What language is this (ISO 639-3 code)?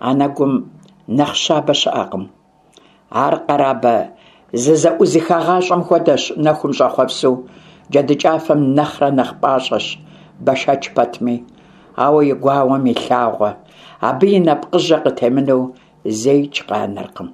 kbd